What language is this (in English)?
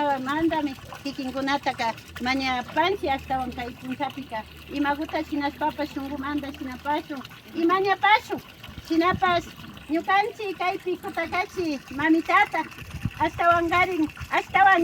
Imbabura Highland Quichua